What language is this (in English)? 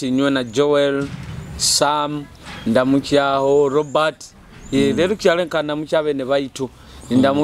Nyoro